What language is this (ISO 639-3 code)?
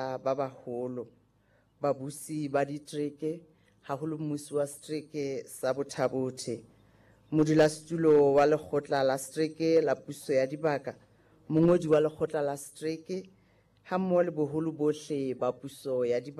sot